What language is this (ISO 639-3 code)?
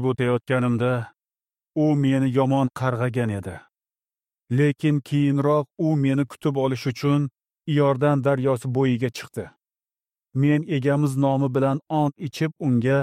uzb